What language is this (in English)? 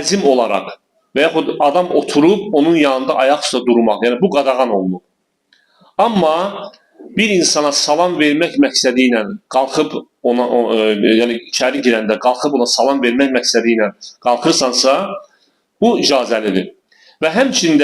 Azerbaijani